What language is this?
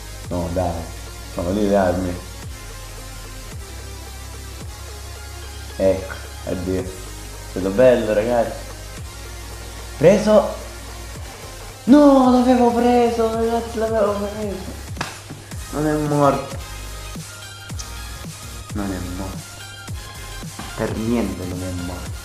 Italian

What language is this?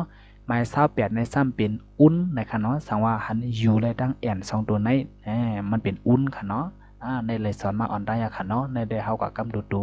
Shan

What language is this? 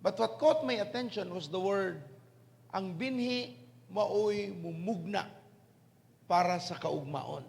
Cebuano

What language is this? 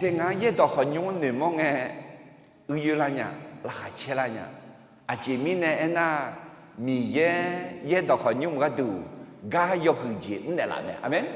Akha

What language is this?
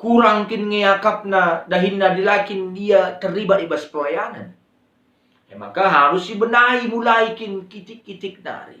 Batak Karo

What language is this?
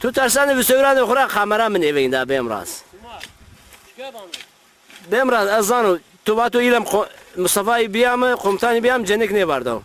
Zaza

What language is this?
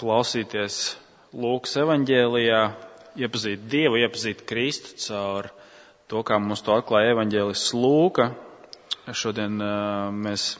Latvian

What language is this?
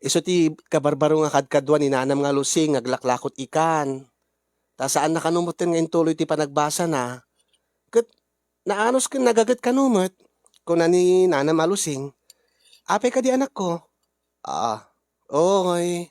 Iloko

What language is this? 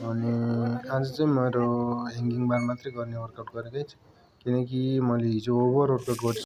Nepali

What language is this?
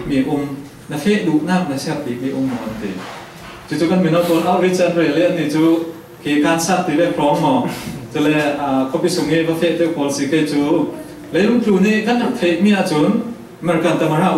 Falam Chin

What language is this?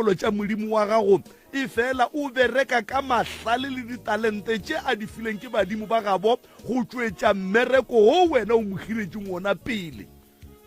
Northern Sotho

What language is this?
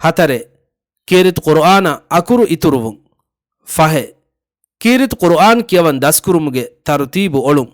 Divehi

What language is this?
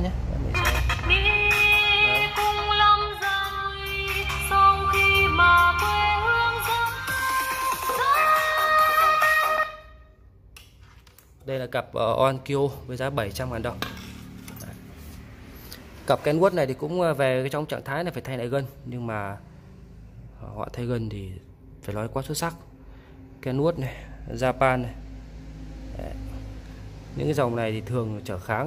Vietnamese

